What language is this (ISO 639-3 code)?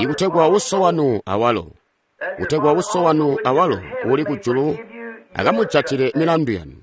toi